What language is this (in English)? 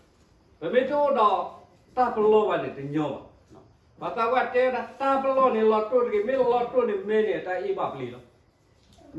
S'gaw Karen